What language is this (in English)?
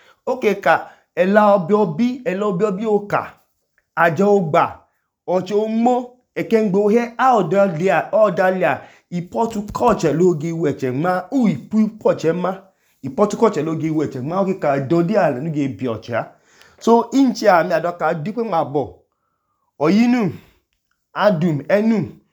Idoma